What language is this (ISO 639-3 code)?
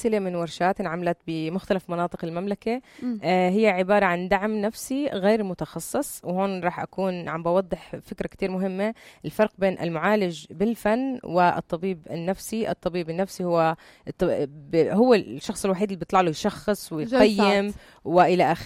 apc